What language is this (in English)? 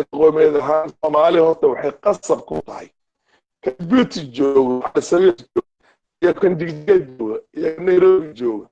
Somali